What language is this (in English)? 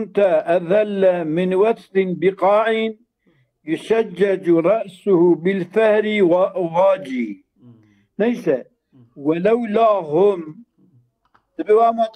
Kurdish